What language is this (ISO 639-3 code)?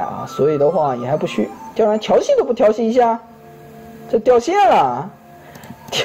zho